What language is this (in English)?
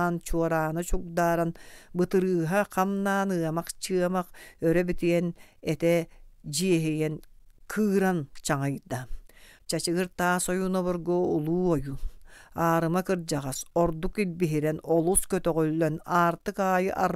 Yakut